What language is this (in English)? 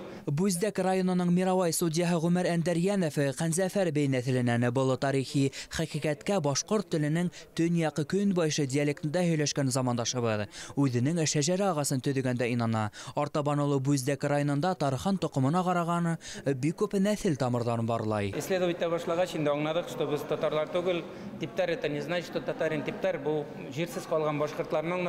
Bashkir